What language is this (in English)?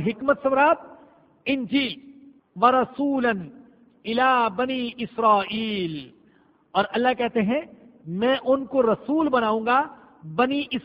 Urdu